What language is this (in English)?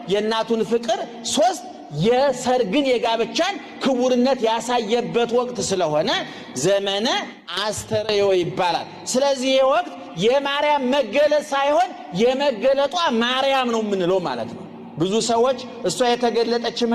Amharic